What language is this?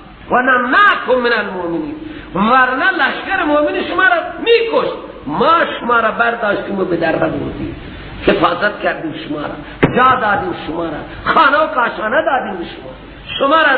Persian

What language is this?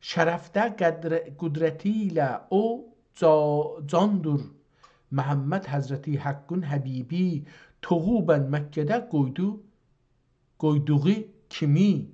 South Azerbaijani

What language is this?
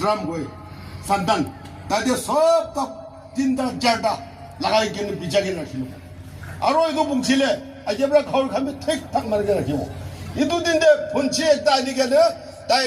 Yimchungru Naga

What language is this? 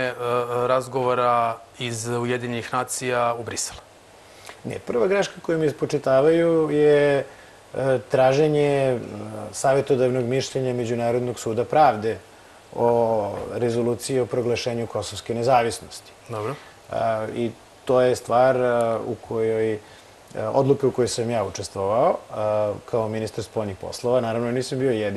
Serbian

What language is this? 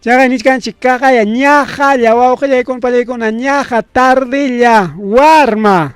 Ayacucho Quechua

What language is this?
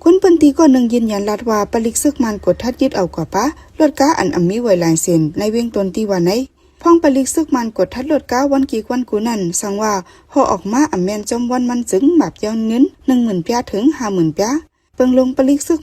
Shan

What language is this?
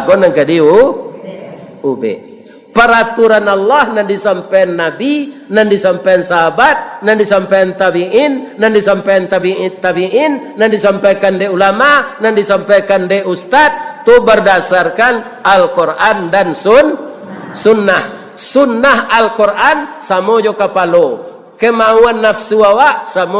Minangkabau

